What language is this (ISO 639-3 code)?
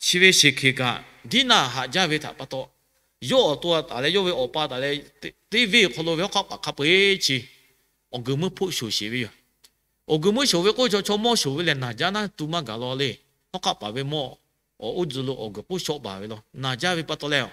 lhu